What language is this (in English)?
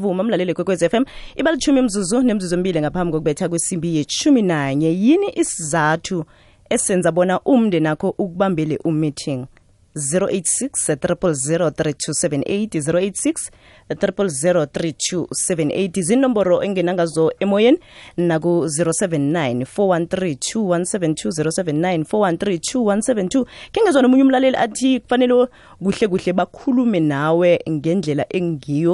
South Ndebele